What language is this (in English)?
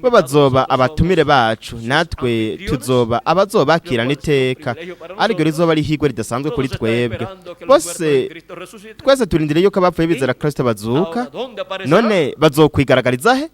Rundi